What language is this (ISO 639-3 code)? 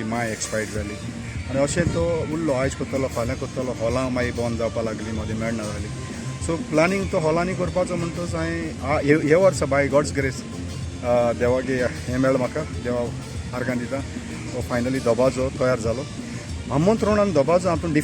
kok